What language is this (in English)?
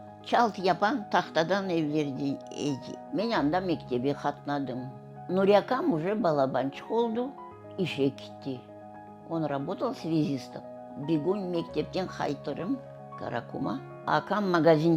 Crimean Tatar